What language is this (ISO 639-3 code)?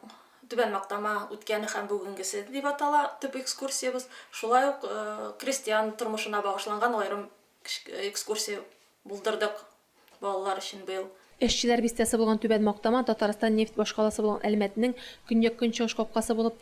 tat